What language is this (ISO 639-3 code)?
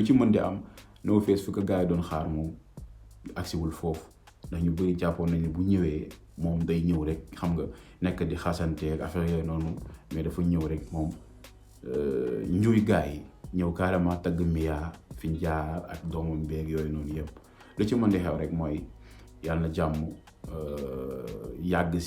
wol